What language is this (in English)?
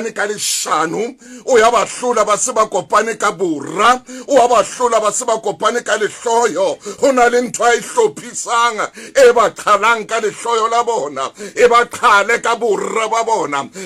Southern Sotho